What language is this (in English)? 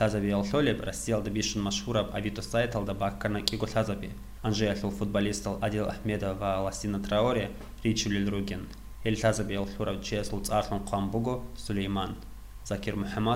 Avaric